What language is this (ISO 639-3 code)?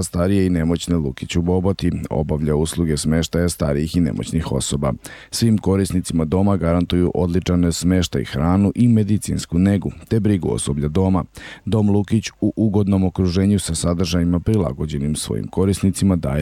srp